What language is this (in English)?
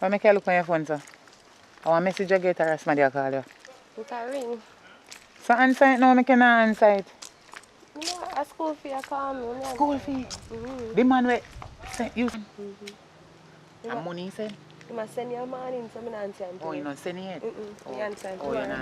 Jamaican Creole English